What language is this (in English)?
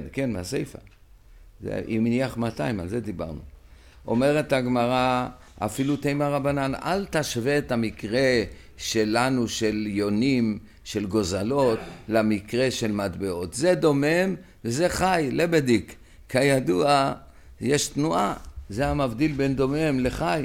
Hebrew